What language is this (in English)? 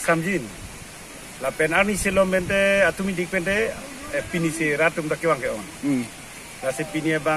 Karbi